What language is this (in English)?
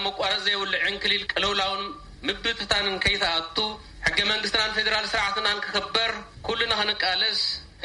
Tigrinya